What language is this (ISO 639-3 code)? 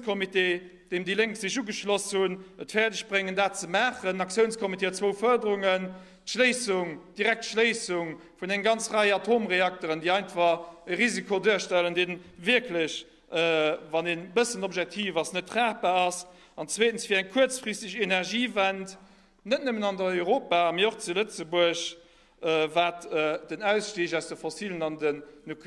ltz